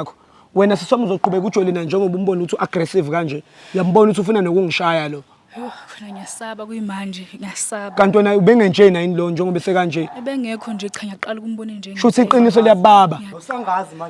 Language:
Zulu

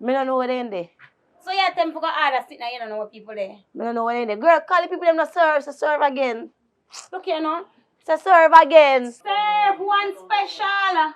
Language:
Jamaican Creole English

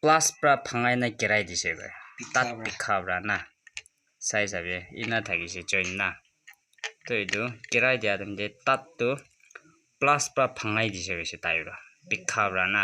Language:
Naga Pidgin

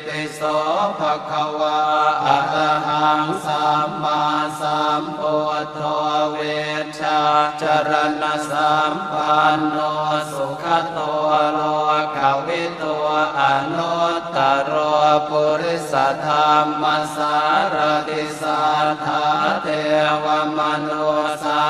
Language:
Pali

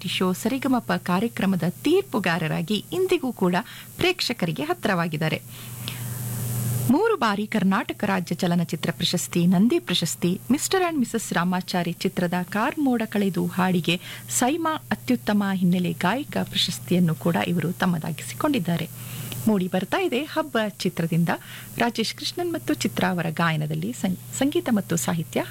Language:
Kannada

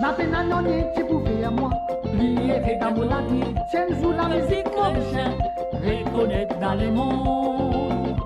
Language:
Morisyen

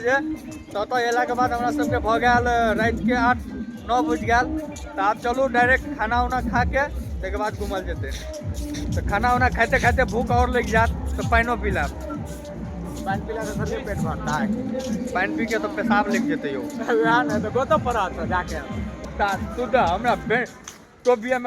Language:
Maithili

